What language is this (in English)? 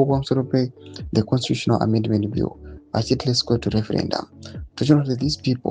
Shona